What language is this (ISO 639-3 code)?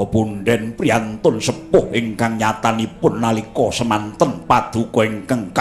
jav